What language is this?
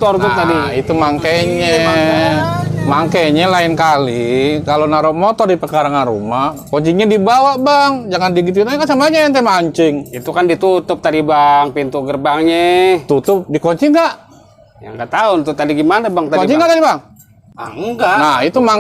Betawi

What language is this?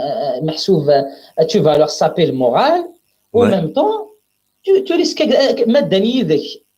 Kabyle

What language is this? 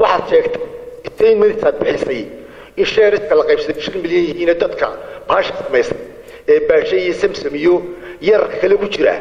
Somali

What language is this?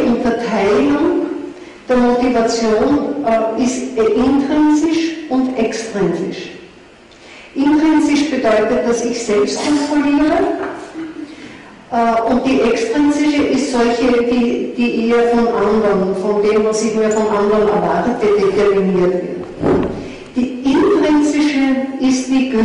German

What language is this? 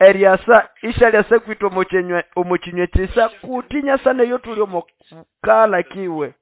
Nande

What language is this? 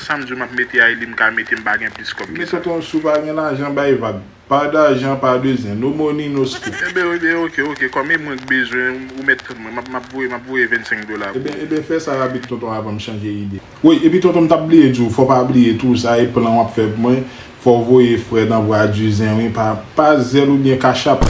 Haitian Creole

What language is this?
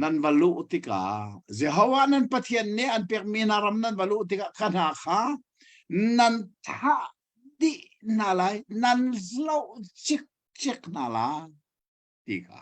Hakha Chin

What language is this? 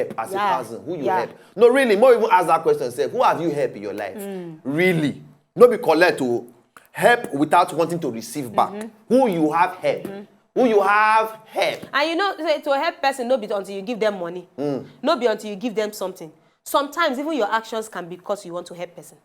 Nigerian Pidgin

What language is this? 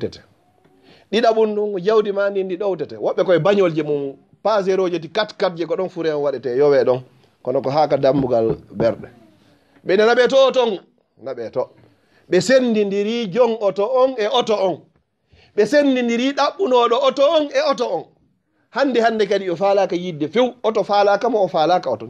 Fula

